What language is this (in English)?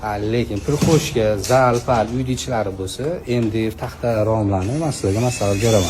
Uzbek